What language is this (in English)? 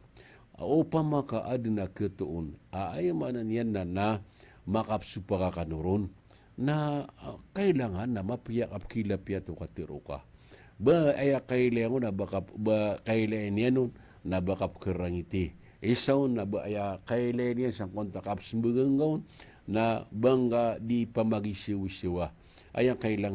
Maranao